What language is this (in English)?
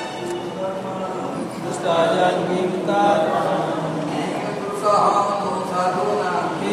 Odia